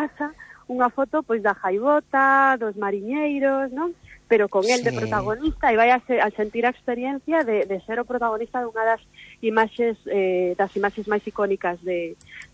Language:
Galician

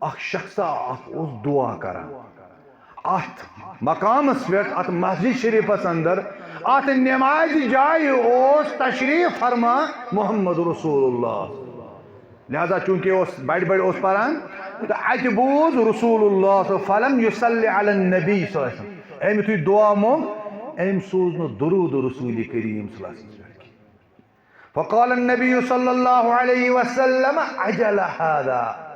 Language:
Kashmiri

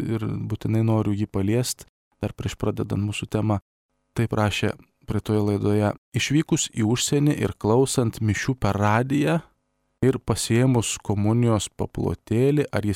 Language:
Lithuanian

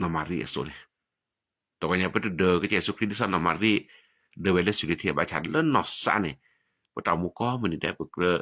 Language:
S'gaw Karen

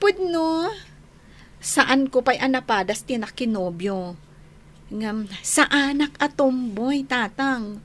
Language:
Iloko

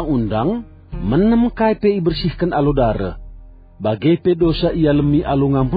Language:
Batak Karo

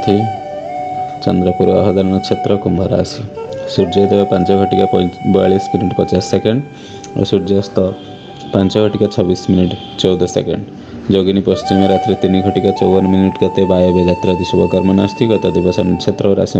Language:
Odia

